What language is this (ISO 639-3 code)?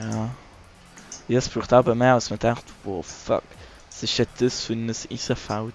gsw